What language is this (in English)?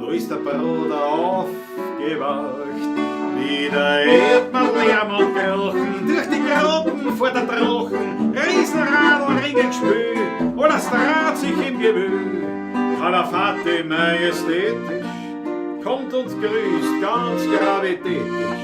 Bavarian